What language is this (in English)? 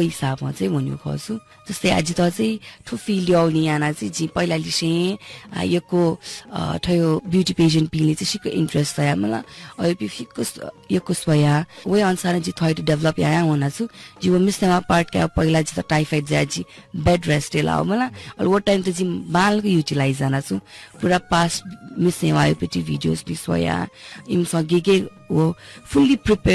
Newari